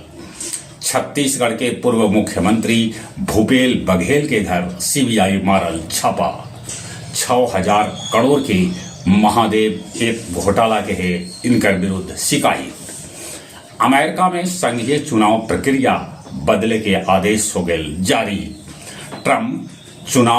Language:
Magahi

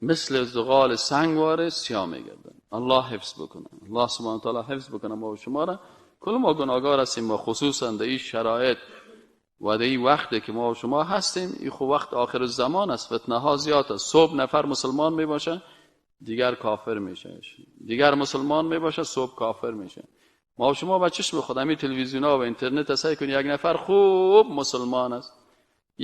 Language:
Persian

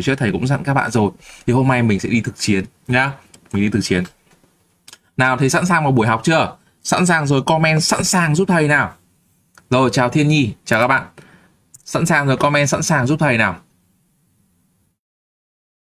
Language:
Vietnamese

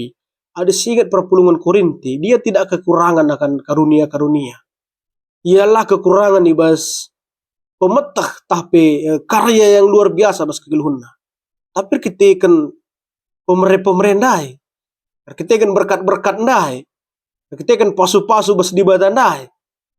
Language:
Batak Karo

